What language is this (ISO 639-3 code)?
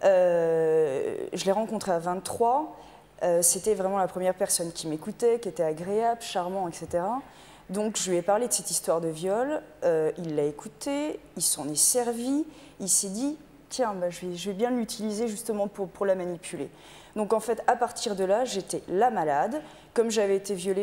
fra